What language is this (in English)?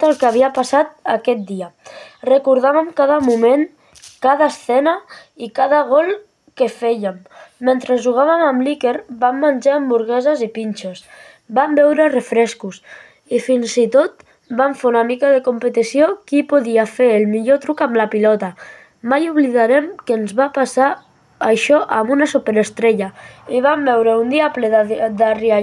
Catalan